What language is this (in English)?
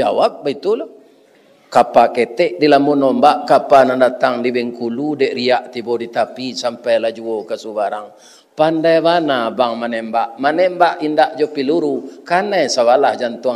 Minangkabau